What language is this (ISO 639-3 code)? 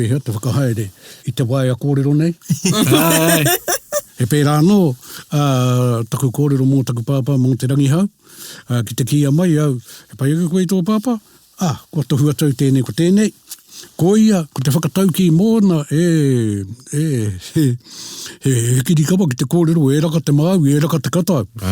mri